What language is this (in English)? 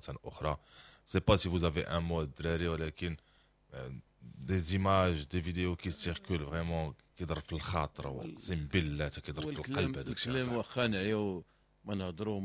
Moroccan Arabic